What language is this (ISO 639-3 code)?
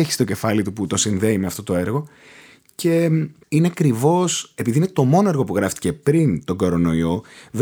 ell